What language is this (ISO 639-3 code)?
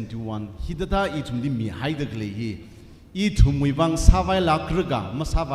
nmf